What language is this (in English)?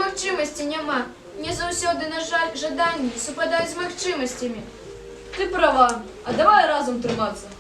Belarusian